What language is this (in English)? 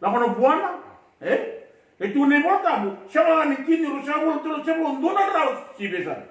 Fijian